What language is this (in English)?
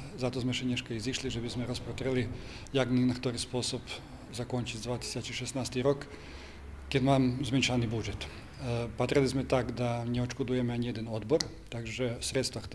Rusyn